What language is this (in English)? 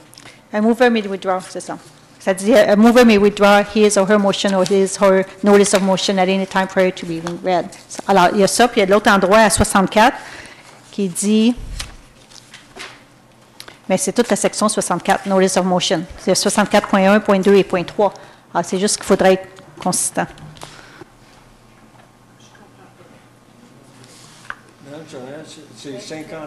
French